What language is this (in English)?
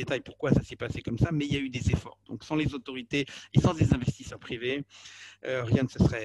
French